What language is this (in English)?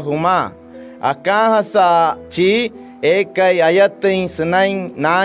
Wayuu